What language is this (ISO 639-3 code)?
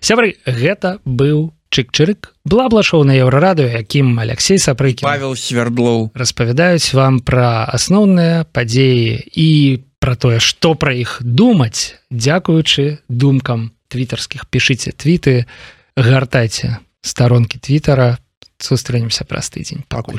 bel